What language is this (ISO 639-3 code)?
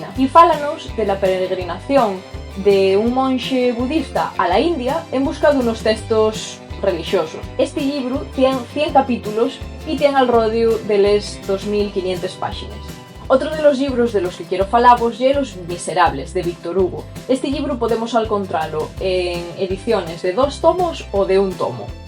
ast